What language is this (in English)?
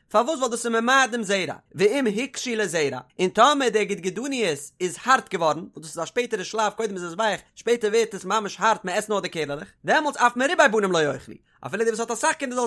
Yiddish